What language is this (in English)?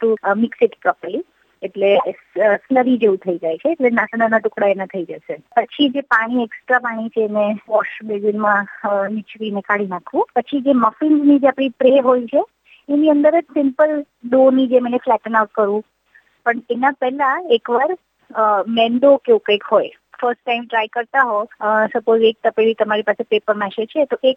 Gujarati